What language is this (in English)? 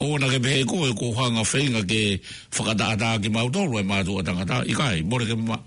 Tongan